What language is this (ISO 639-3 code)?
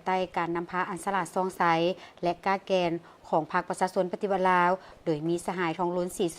lao